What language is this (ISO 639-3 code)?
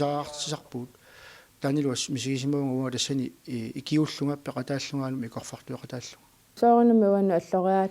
kal